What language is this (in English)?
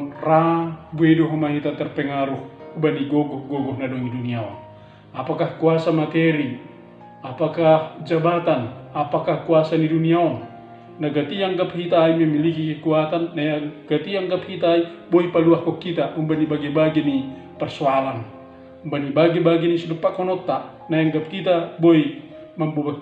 Batak Simalungun